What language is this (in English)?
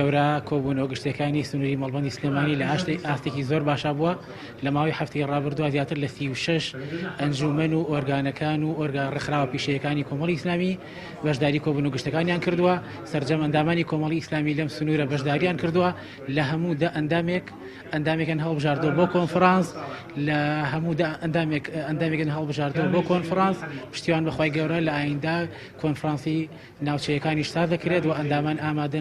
Central Kurdish